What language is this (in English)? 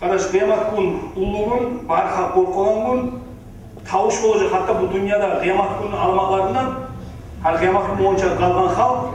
Kumyk